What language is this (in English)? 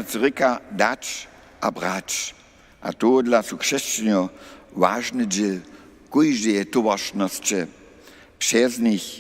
Upper Sorbian